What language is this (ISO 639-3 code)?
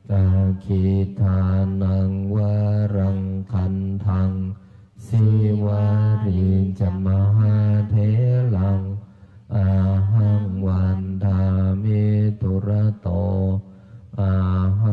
pli